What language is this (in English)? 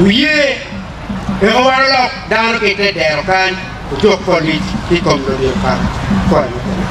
Acoli